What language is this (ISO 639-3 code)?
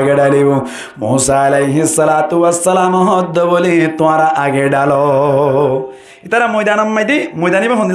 rhg